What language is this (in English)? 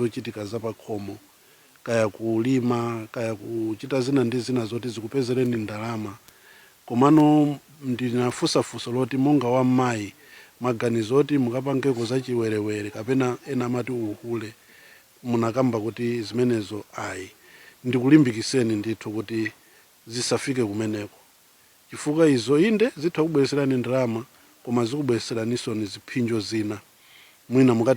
Nyanja